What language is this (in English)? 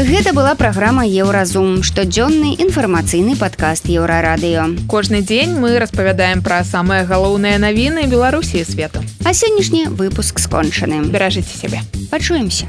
Belarusian